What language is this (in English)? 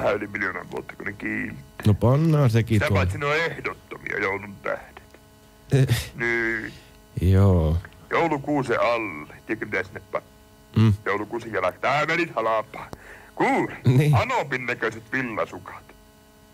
Finnish